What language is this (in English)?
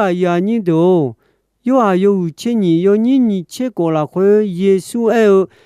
Akha